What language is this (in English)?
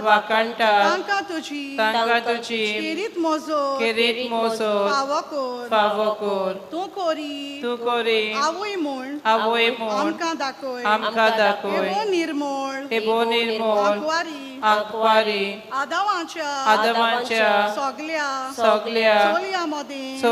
Konkani